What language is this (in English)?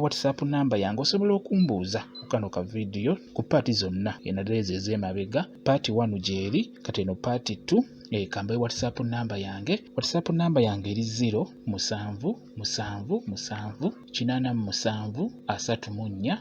Ganda